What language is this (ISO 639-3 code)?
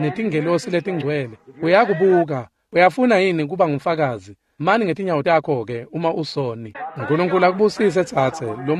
ssw